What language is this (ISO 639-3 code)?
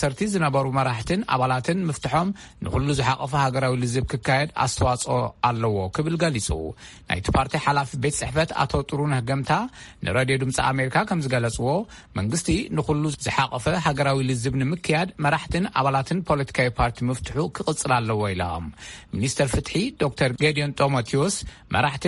tir